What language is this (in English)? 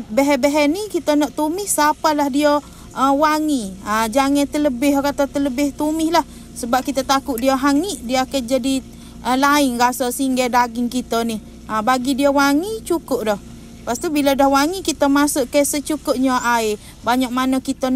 Malay